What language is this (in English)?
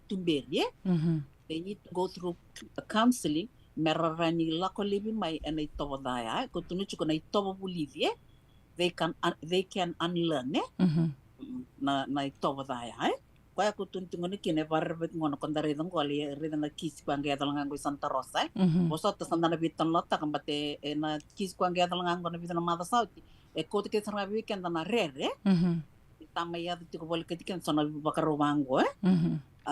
Fijian